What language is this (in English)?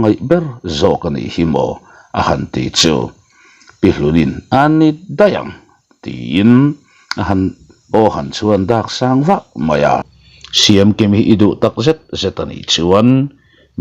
Mizo